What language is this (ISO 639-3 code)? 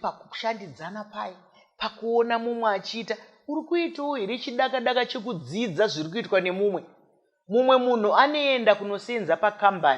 sna